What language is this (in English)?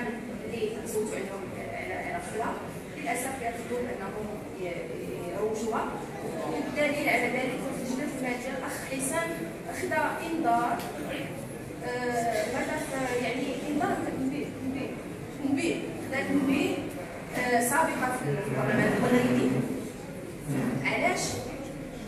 Moroccan Arabic